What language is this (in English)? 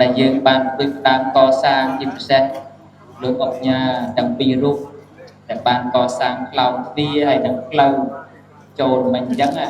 Khmer